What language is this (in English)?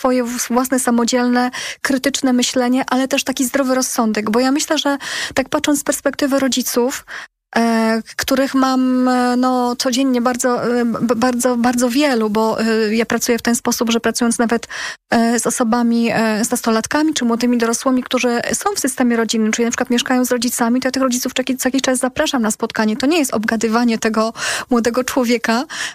Polish